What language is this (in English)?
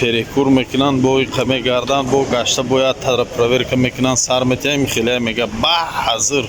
Tajik